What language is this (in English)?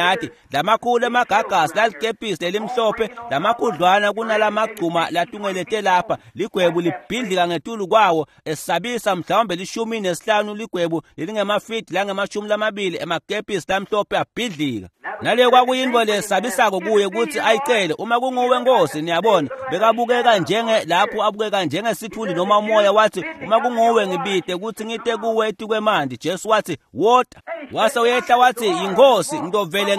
Swati